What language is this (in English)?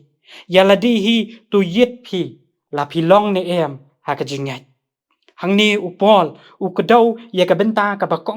Khasi